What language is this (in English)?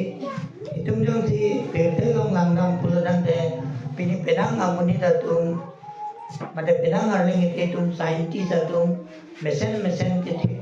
Karbi